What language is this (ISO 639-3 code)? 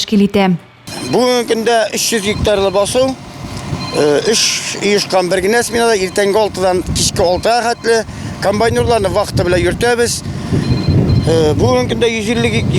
tat